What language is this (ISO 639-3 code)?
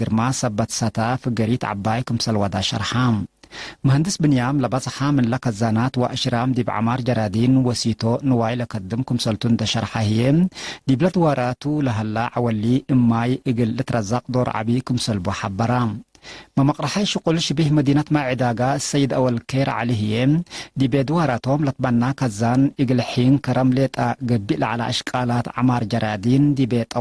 tig